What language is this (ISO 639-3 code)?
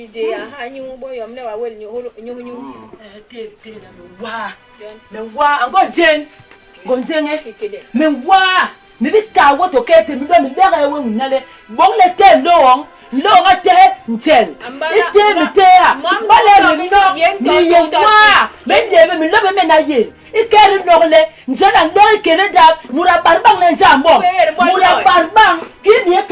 bas